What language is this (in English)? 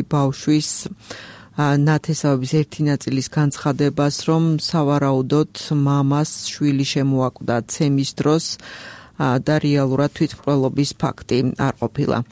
Georgian